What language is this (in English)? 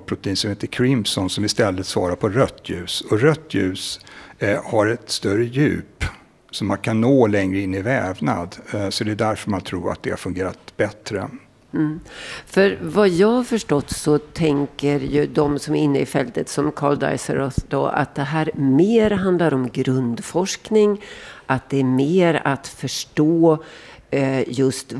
Swedish